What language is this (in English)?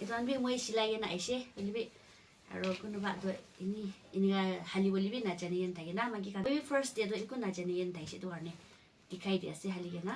Naga Pidgin